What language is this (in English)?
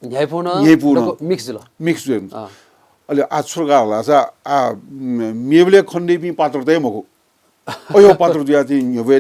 Newari